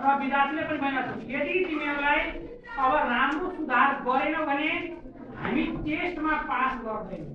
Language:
Nepali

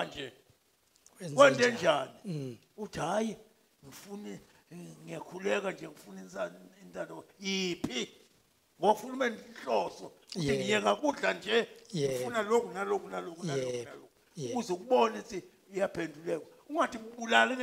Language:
Zulu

